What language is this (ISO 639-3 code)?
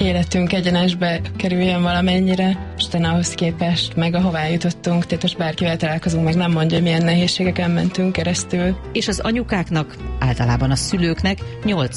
hun